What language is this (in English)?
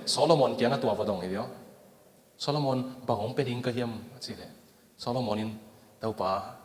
Tedim Chin